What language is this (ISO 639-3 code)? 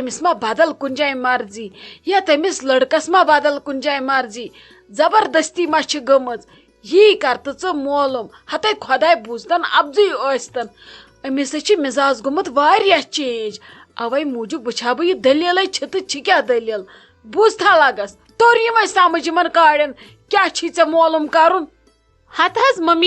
kas